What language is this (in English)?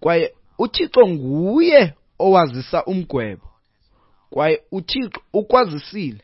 Xhosa